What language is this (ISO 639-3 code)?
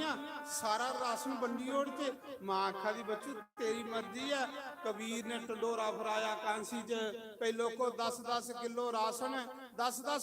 doi